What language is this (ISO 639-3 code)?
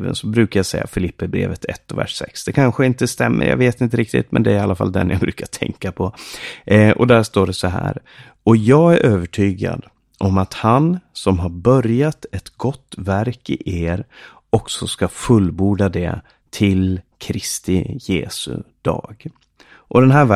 swe